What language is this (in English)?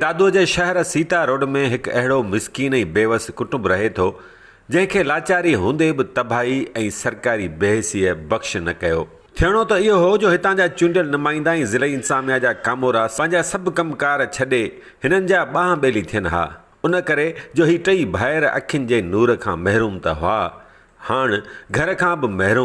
Sindhi